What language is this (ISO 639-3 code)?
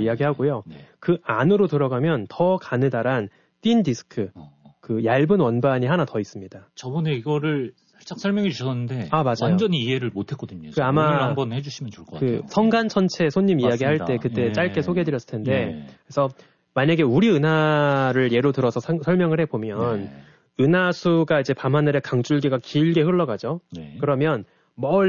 kor